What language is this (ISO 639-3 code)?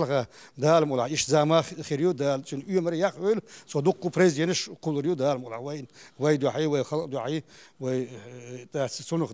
che